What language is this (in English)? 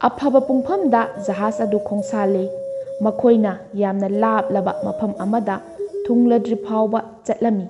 Manipuri